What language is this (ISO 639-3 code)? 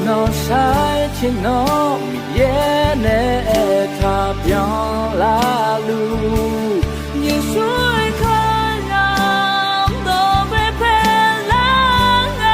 ahk